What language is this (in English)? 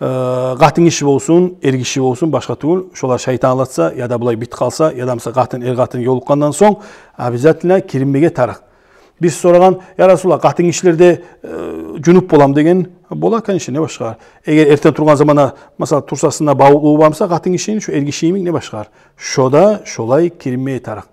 Kumyk